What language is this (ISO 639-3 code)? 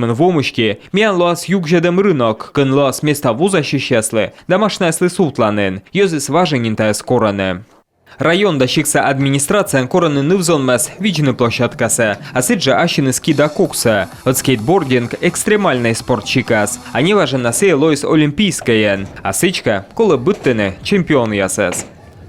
kom